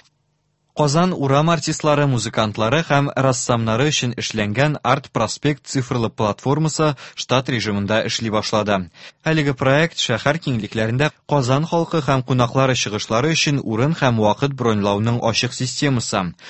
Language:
Tatar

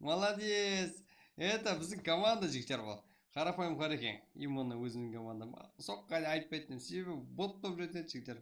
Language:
Kara-Kalpak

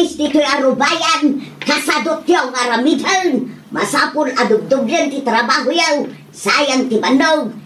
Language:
Iloko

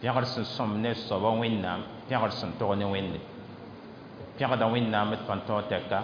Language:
Mossi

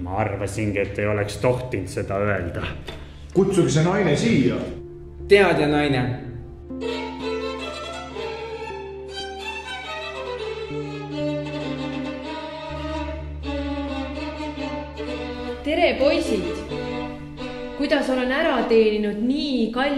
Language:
Estonian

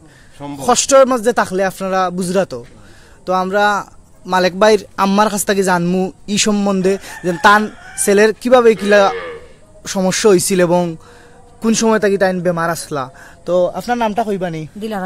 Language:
Sylheti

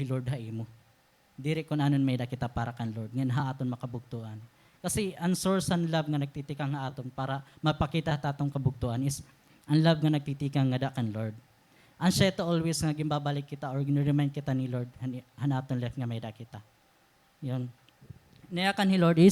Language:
Waray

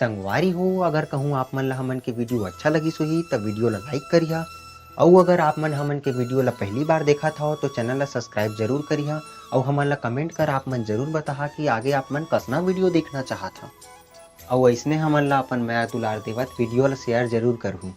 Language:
Chhattisgarhi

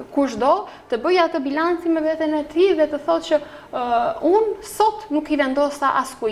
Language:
Albanian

